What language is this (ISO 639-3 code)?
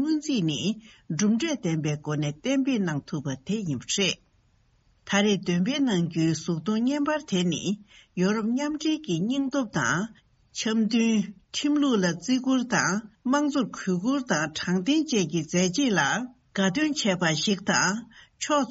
bod